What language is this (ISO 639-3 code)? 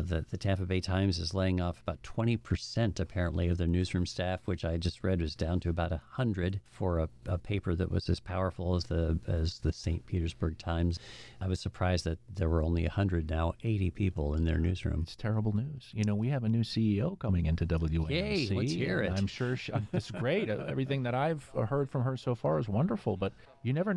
eng